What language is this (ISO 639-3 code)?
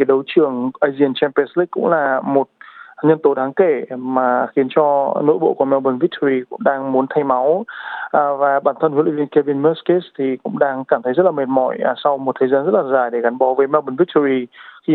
vie